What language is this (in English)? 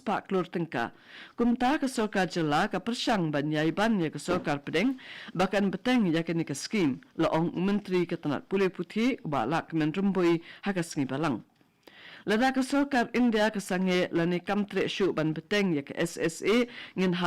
Khasi